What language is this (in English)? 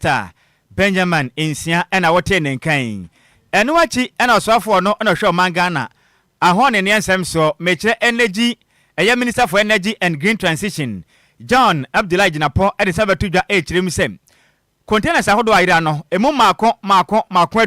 Akan